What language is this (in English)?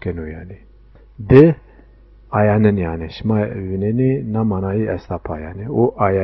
Zaza